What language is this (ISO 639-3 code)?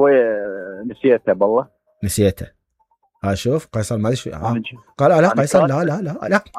acm